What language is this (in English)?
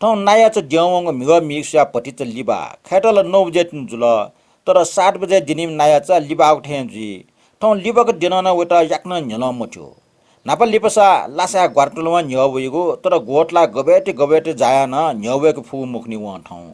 Newari